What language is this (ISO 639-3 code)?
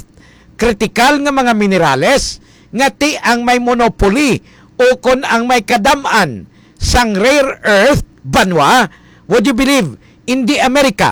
hil